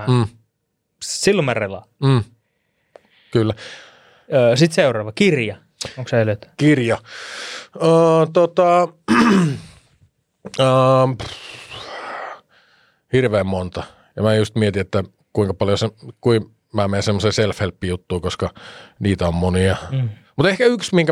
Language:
Finnish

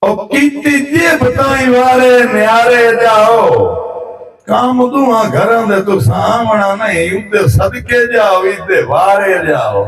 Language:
Saraiki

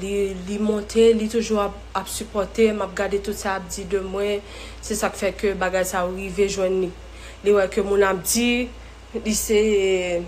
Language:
Haitian Creole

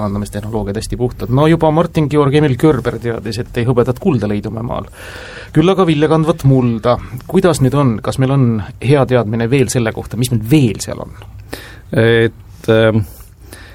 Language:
Estonian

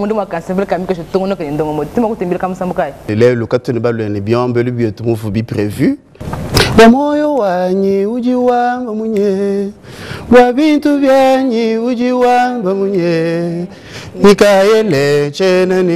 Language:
Luba-Lulua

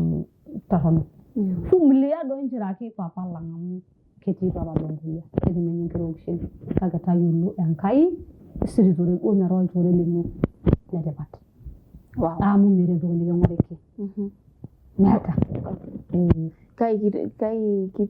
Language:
Masai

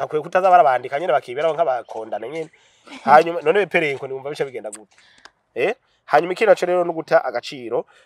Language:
Rundi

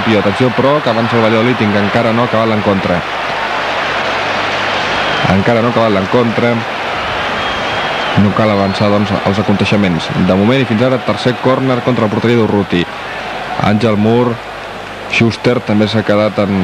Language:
Catalan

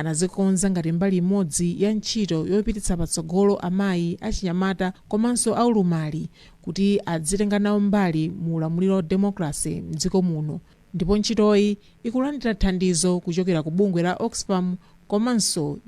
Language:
Nyanja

